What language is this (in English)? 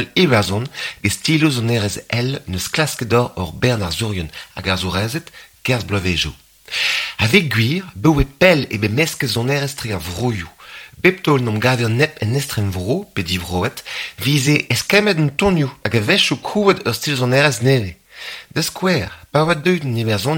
Breton